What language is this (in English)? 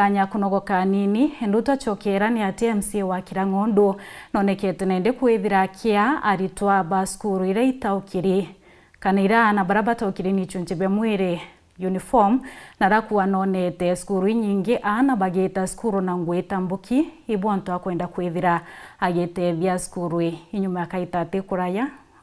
Meru